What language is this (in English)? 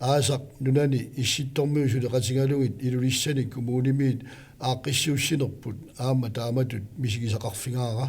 Kalaallisut